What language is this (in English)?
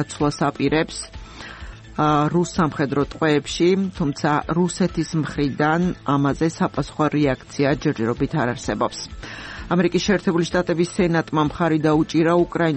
Georgian